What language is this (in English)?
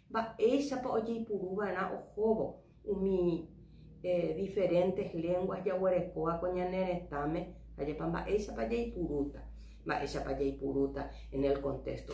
Guarani